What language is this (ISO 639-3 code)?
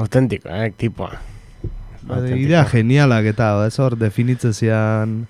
eus